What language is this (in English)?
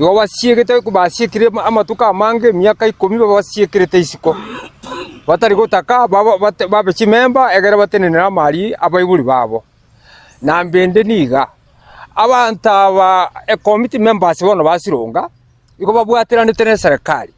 Gusii